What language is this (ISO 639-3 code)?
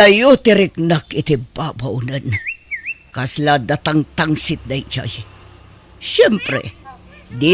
ilo